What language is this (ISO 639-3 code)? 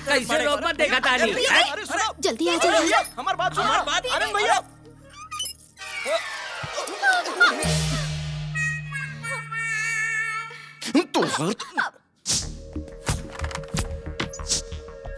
bho